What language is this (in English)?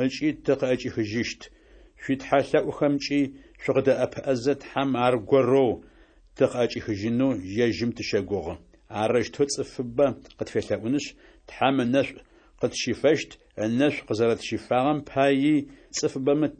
Adyghe